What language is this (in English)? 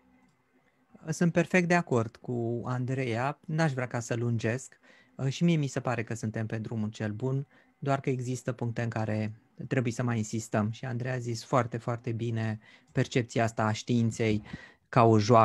Romanian